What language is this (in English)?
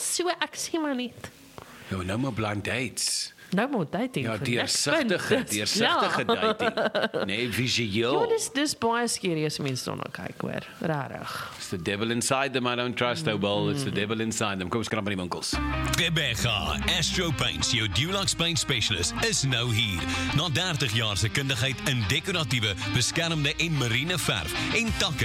Afrikaans